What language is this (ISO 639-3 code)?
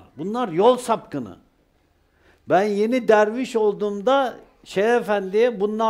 tur